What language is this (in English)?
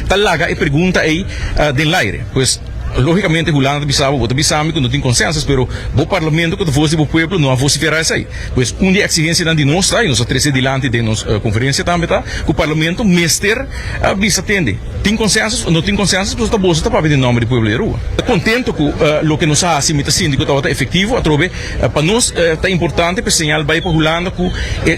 Papiamento